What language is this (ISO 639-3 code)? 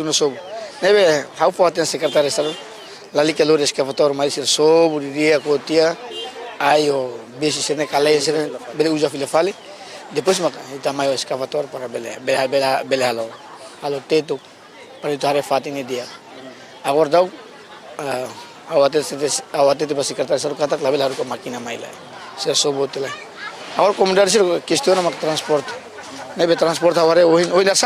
tet